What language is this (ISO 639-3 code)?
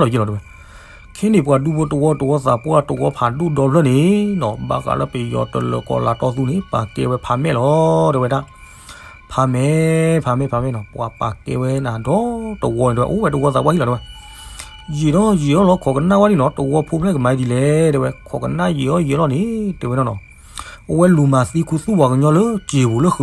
ksw